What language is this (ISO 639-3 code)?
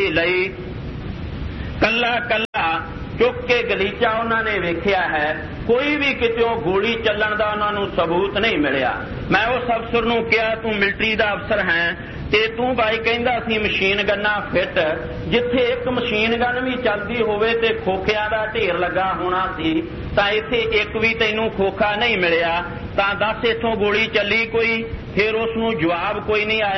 pan